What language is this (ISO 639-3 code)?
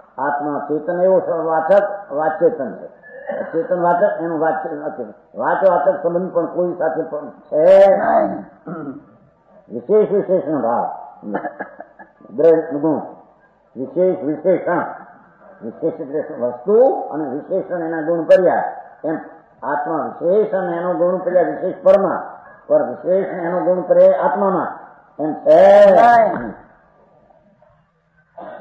guj